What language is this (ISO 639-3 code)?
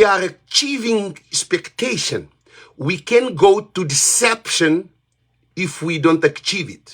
kea